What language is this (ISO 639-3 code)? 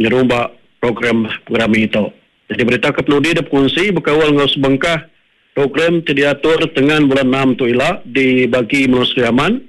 iba